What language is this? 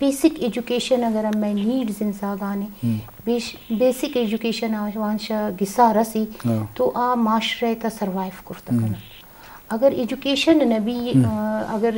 Eastern Balochi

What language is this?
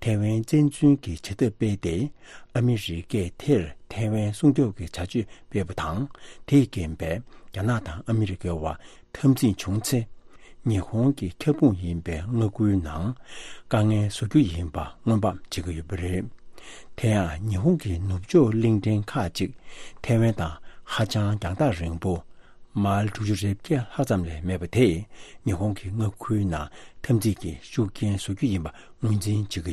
Tibetan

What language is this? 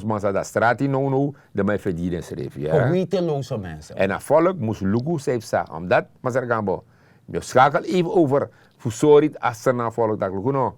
Sranan Tongo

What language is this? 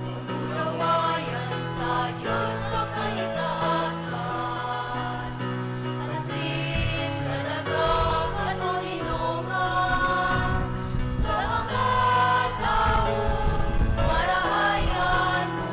Bikol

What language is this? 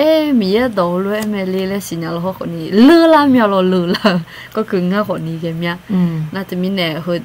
Akha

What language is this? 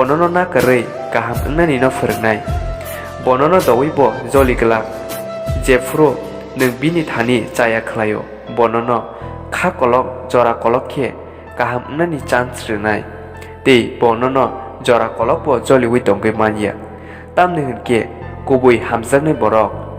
Kok Borok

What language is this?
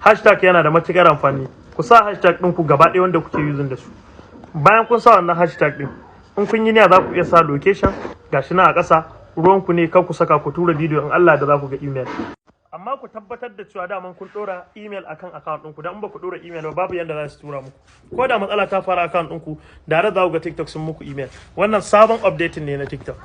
Hausa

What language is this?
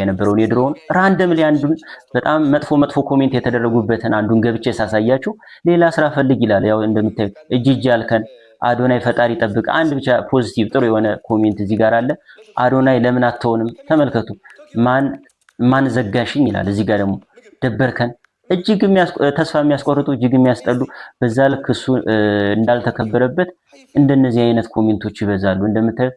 Amharic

